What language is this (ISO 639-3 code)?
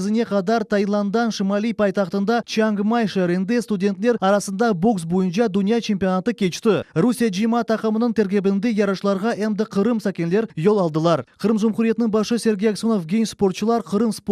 crh